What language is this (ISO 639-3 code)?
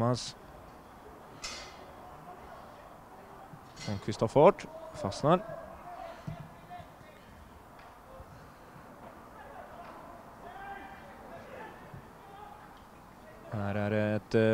swe